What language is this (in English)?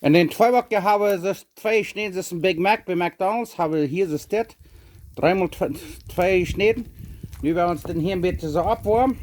Plautdietsch